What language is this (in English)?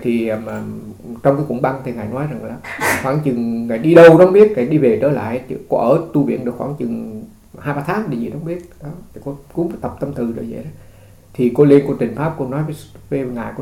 Vietnamese